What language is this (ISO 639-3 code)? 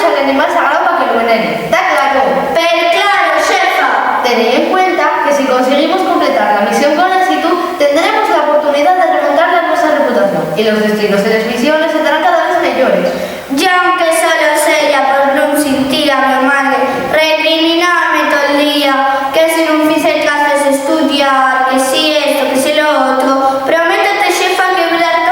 ast